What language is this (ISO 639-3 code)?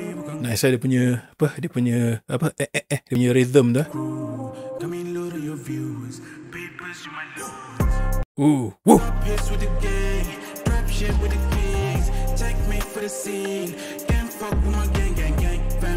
msa